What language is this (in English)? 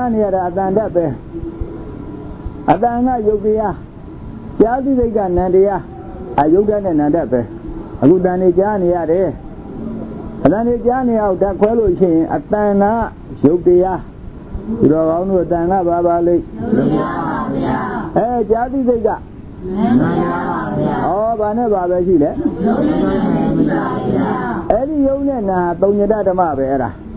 Burmese